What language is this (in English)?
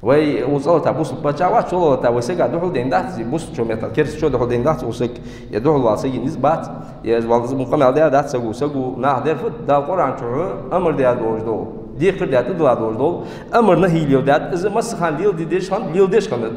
Ingush